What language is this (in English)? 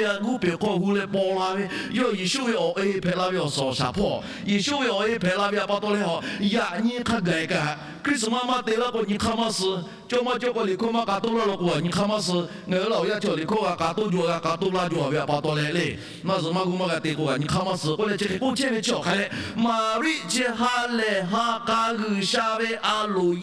Lahu